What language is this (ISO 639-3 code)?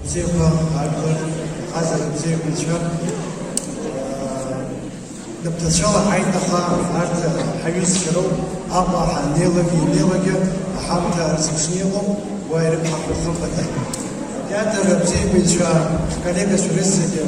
abk